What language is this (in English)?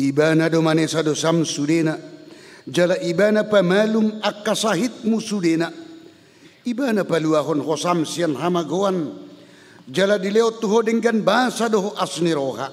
Batak Toba